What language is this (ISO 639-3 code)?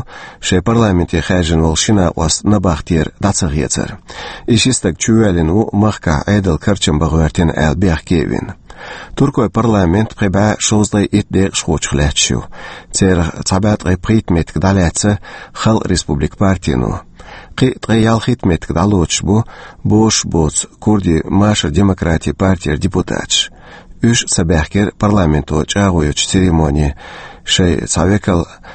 che